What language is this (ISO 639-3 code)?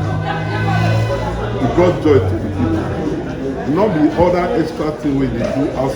pcm